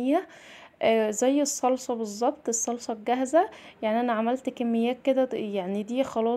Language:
Egyptian Arabic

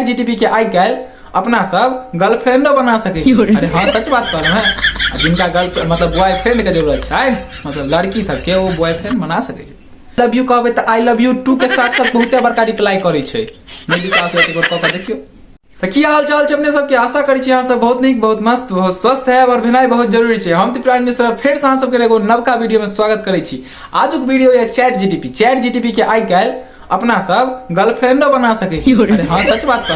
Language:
Maithili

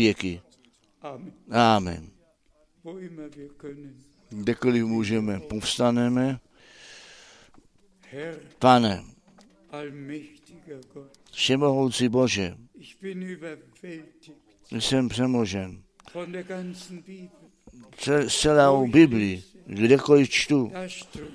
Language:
Czech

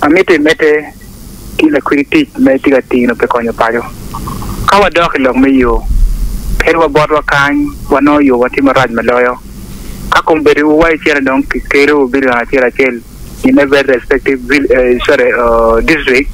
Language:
Acoli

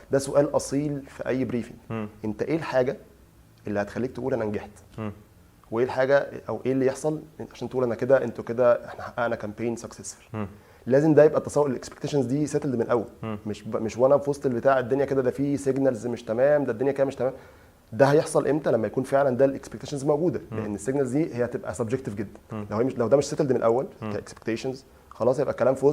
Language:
Egyptian Arabic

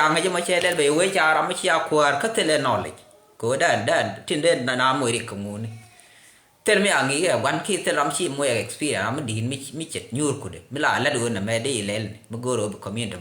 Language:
Nuer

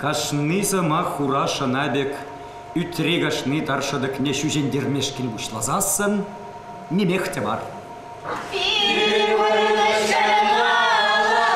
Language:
Chuvash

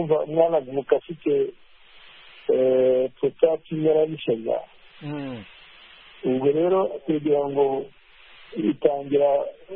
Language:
Kinyarwanda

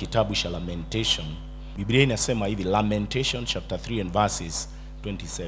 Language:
Swahili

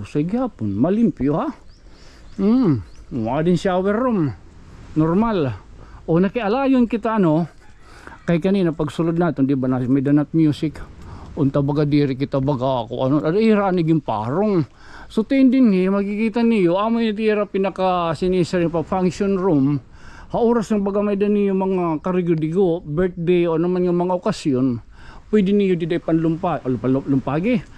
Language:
Waray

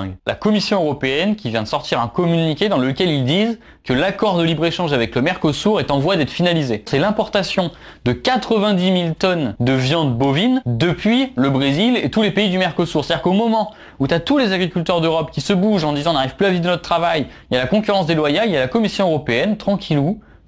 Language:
French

